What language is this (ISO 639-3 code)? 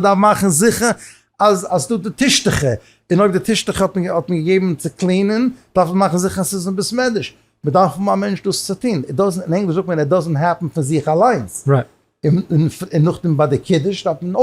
yid